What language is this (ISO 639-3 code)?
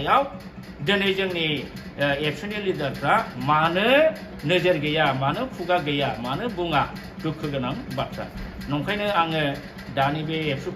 brx